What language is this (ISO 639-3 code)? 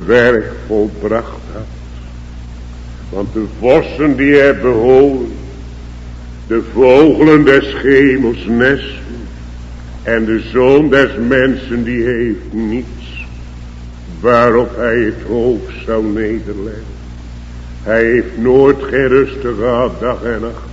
nld